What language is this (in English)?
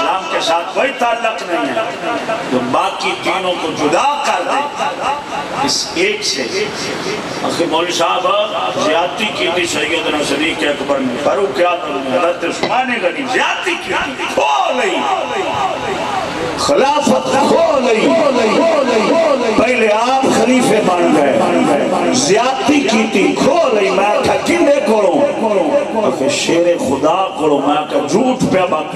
Urdu